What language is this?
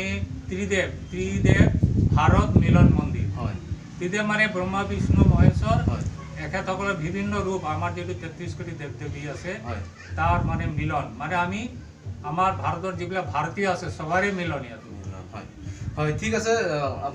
Assamese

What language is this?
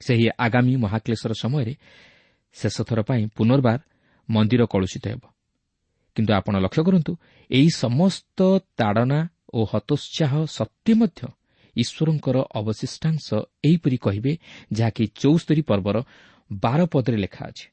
Odia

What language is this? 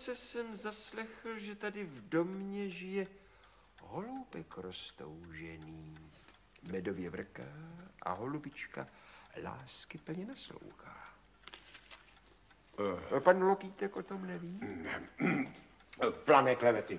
Czech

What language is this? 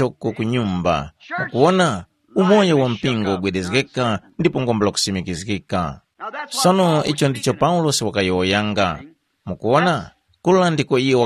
Tumbuka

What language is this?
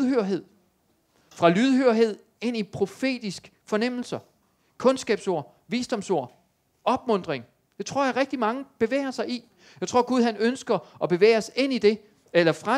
Danish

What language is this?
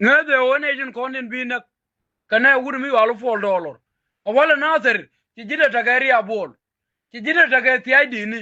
Nuer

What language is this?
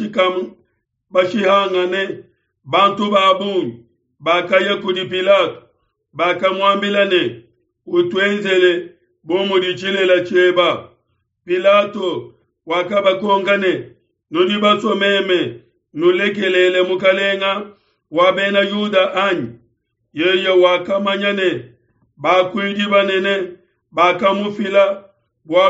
Luba-Lulua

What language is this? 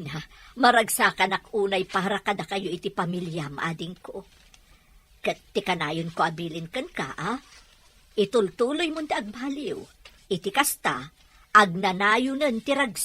Iloko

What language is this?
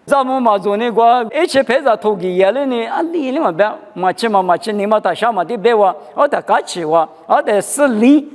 Lisu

